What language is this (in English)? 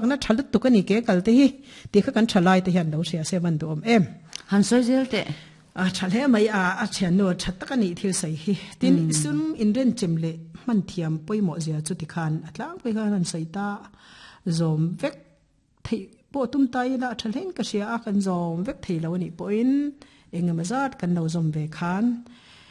Mizo